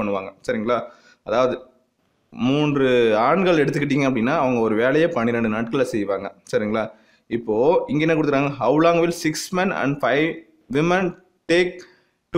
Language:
Tamil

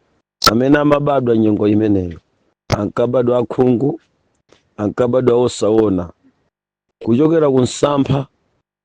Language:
Nyanja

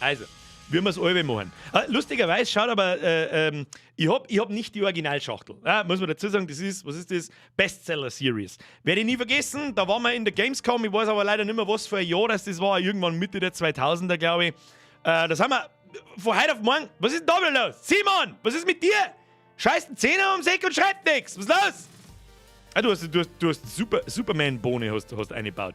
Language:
Bavarian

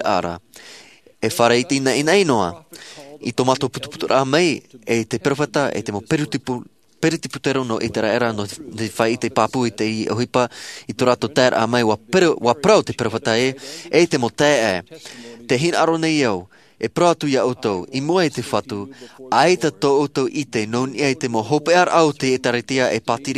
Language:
Tahitian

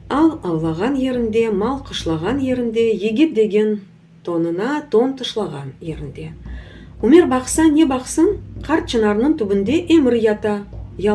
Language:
Crimean Tatar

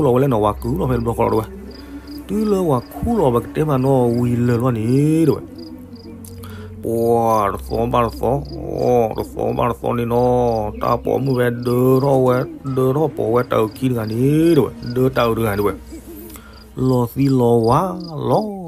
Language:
S'gaw Karen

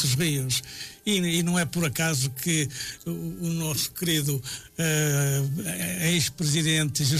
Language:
Portuguese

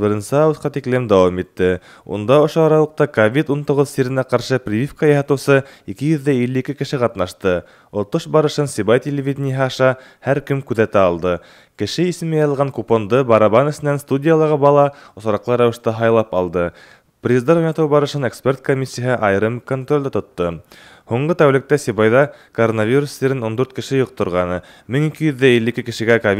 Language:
Bashkir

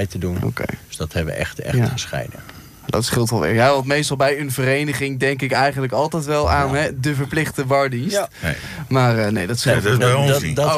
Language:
Dutch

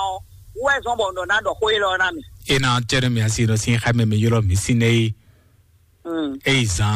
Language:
Fon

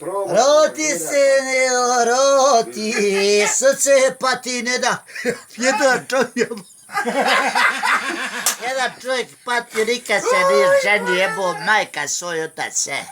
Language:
Bosnian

